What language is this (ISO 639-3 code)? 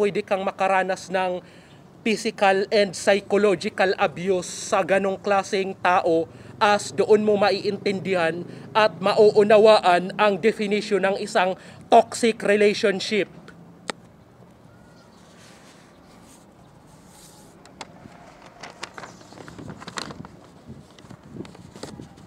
fil